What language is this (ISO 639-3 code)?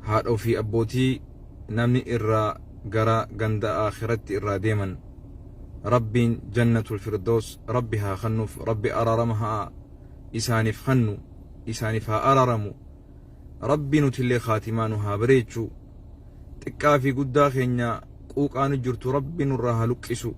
orm